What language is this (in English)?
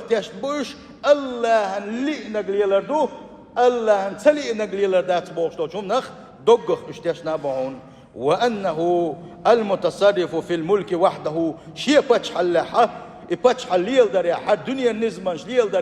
Chechen